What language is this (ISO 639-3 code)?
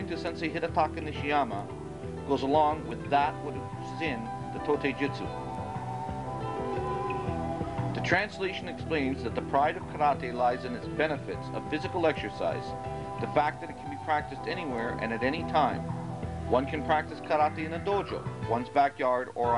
eng